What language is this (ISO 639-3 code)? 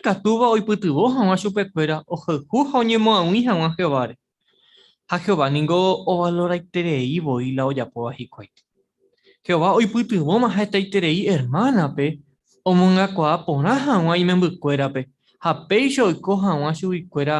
grn